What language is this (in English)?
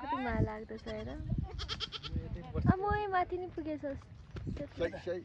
Nepali